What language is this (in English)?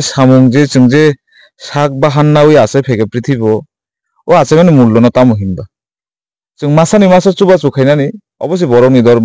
Kok Borok